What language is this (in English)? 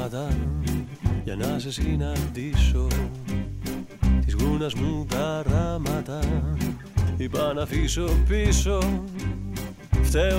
Greek